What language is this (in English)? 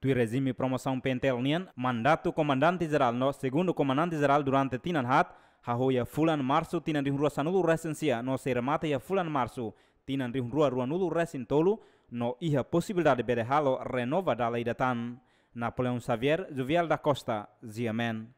Tetum